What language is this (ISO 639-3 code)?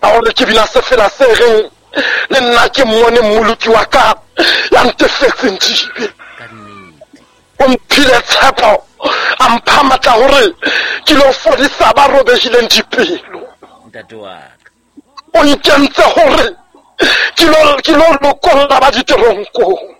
sot